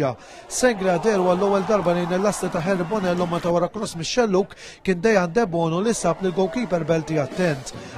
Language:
Maltese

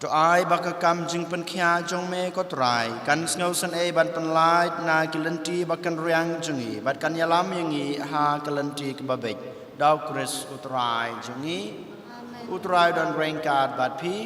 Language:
Khasi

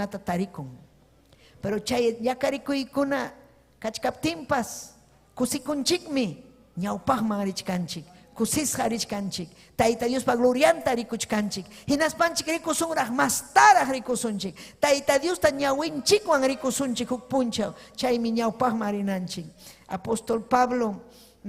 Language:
Ayacucho Quechua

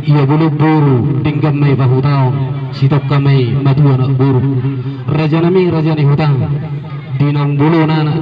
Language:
Batak Toba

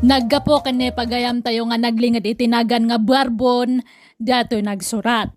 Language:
Iloko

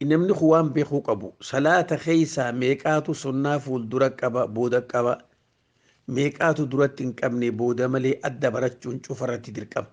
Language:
Oromo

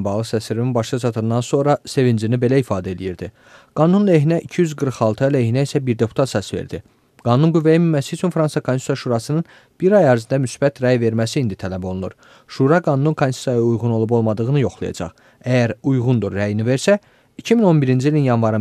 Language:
Azerbaijani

